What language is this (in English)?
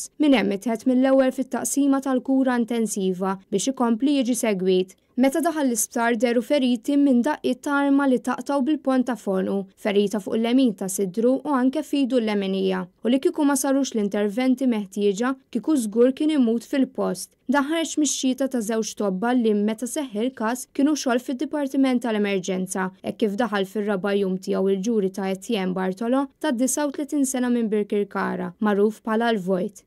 Maltese